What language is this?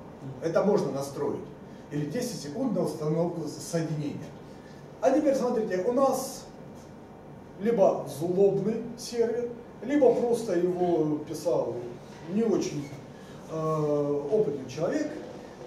Russian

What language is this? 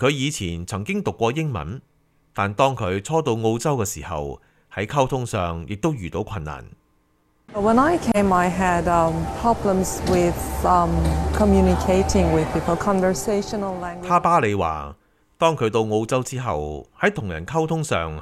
Cantonese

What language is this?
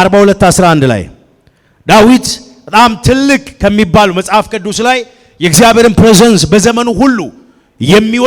Amharic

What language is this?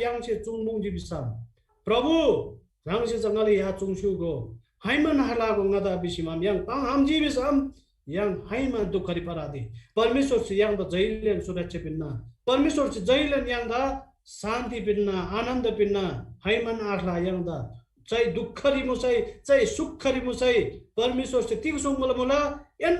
Eastern Tamang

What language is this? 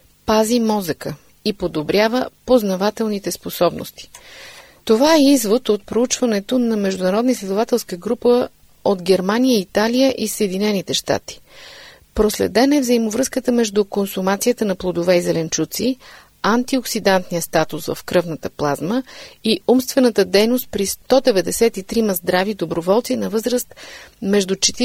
Bulgarian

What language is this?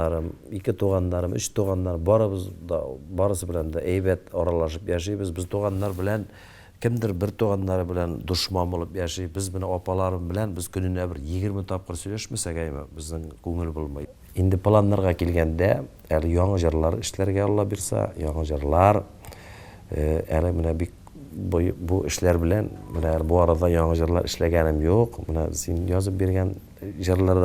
Tatar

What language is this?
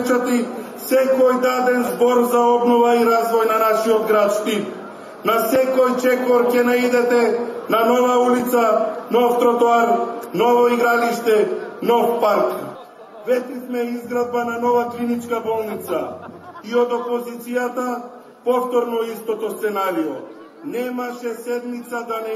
Macedonian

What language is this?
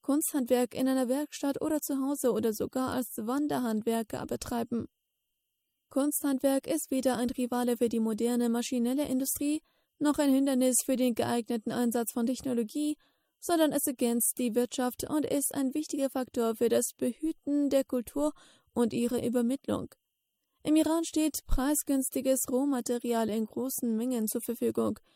German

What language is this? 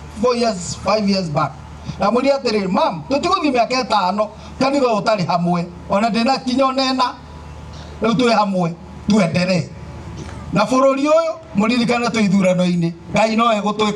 Kikuyu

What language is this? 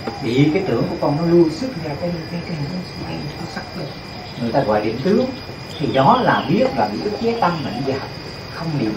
Vietnamese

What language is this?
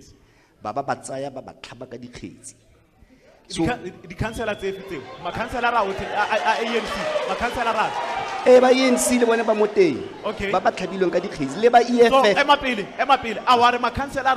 Tswana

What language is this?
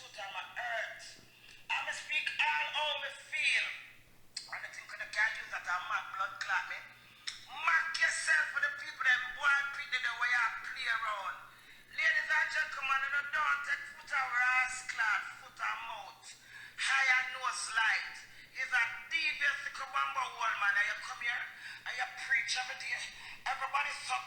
Jamaican Creole English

